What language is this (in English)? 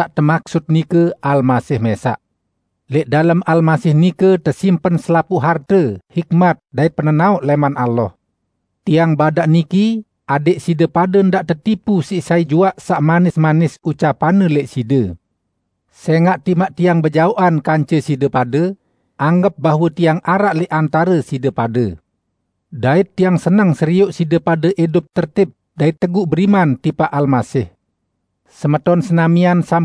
Sasak